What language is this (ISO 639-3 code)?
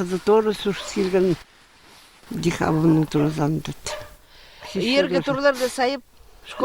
kjh